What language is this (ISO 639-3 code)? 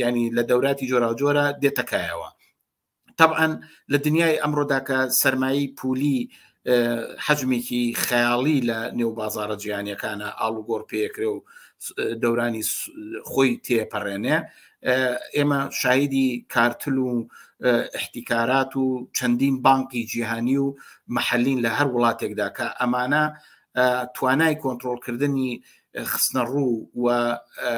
ckb